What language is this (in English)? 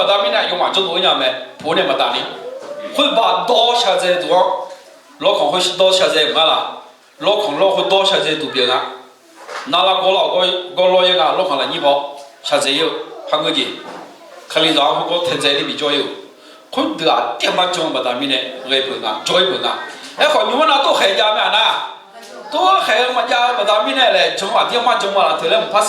Akha